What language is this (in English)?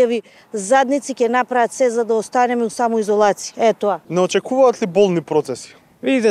Macedonian